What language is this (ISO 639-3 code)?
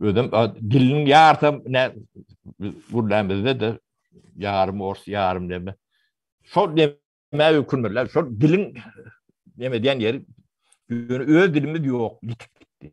tuk